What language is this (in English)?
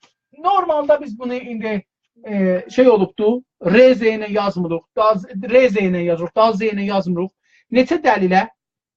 South Azerbaijani